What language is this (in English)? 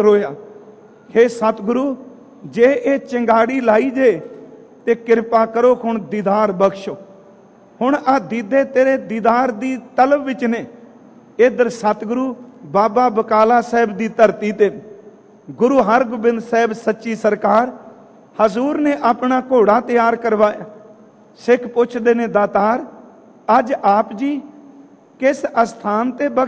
Punjabi